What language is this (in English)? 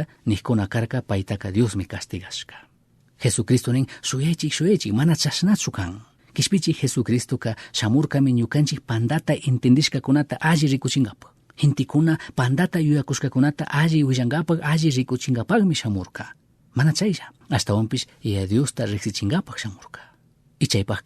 Chimborazo Highland Quichua